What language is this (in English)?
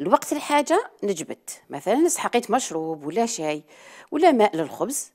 Algerian Arabic